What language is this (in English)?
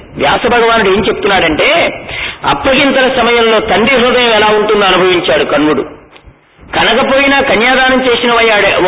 Telugu